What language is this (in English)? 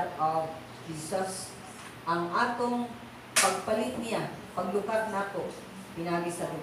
Cebuano